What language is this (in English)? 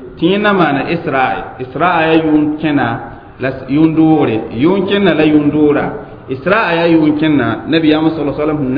Mossi